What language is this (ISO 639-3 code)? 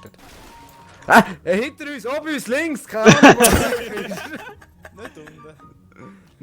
gsw